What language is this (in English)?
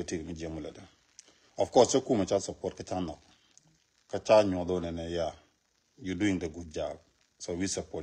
Nuer